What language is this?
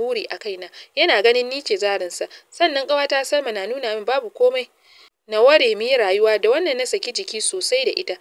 Hausa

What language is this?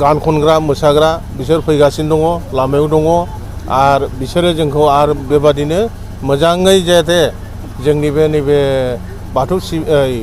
Bodo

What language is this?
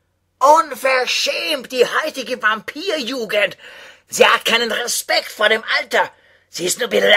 Bavarian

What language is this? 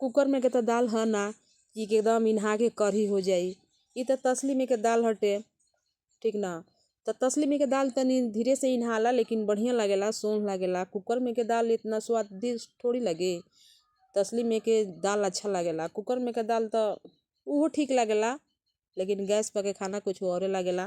Bhojpuri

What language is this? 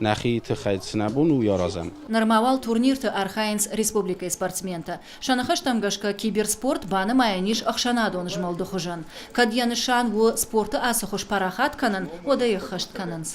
Ossetic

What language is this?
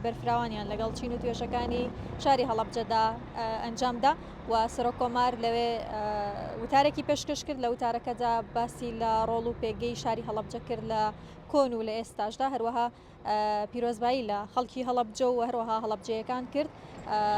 Central Kurdish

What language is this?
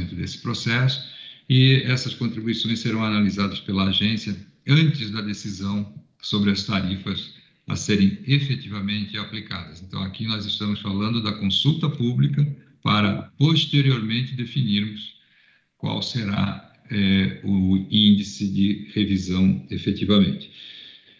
Portuguese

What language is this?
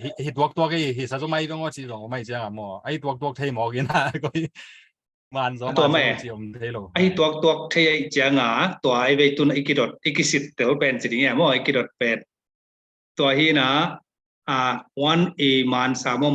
Tedim Chin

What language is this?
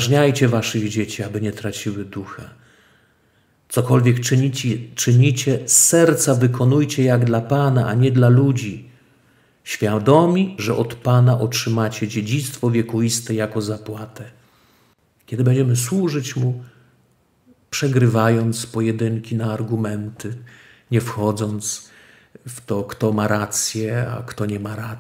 Polish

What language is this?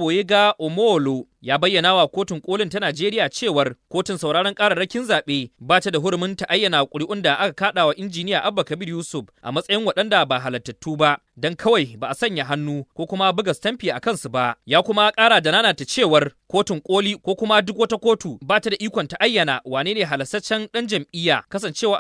Hausa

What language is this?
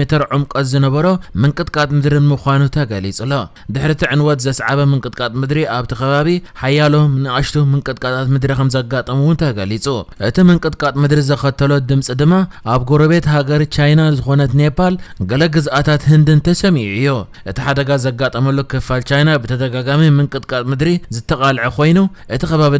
Tigrinya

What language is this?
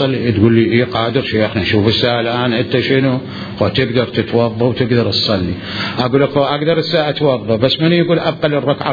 Mesopotamian Arabic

